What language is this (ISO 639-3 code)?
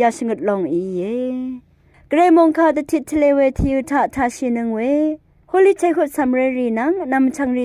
raw